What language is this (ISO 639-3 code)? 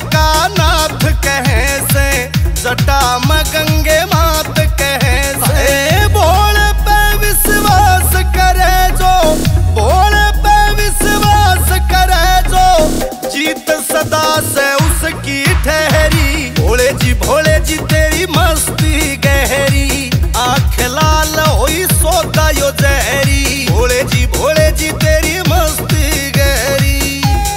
bgc